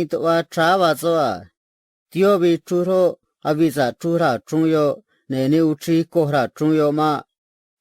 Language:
Copala Triqui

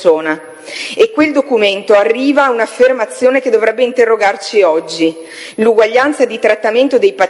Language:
Italian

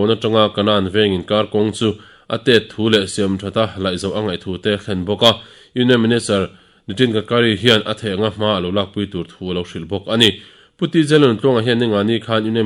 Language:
Mizo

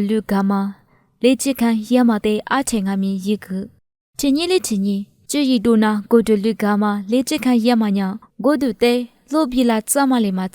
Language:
Lisu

